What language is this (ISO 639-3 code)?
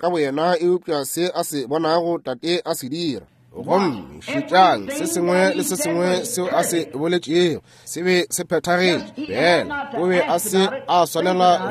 nso